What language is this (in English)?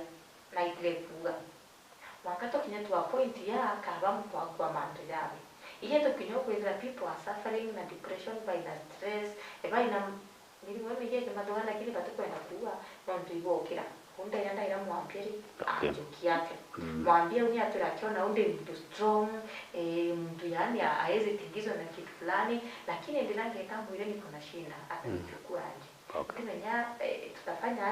Meru